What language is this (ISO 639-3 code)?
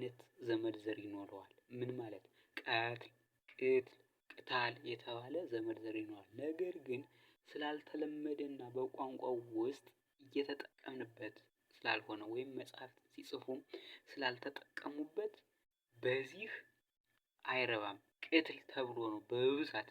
amh